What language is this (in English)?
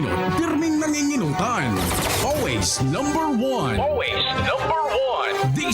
Bikol